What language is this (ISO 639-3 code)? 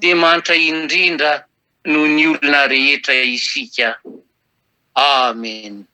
mlg